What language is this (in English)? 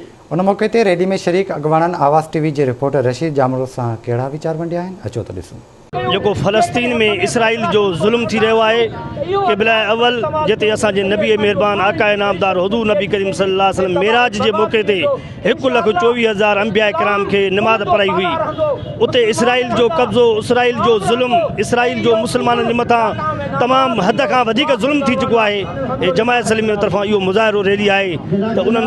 Sindhi